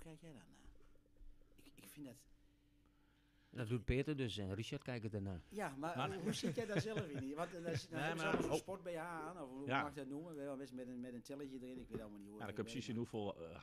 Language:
Dutch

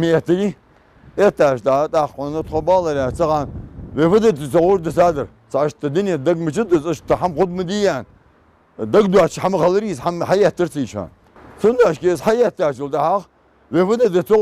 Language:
Ingush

